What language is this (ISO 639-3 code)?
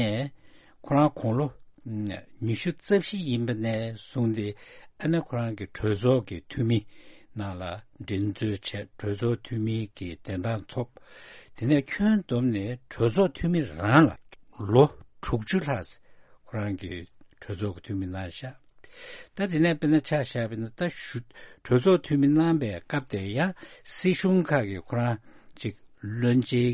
bod